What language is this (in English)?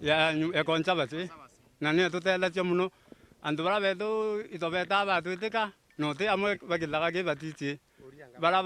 Meru